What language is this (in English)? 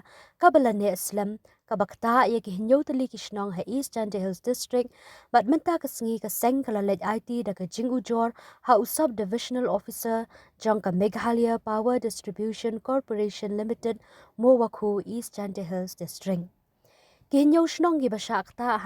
Khasi